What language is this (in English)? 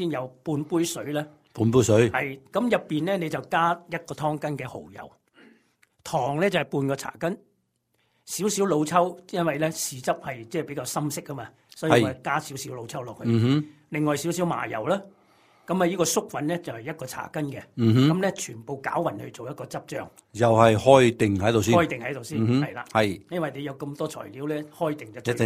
Cantonese